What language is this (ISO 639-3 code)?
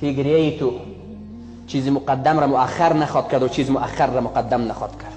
fas